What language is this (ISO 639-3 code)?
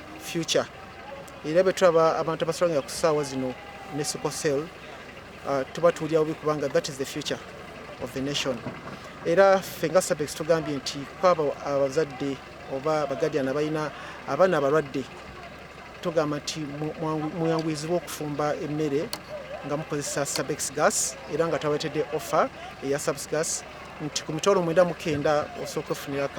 xog